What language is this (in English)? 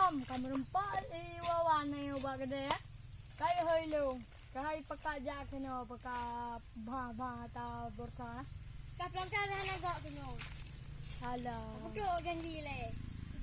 Achinese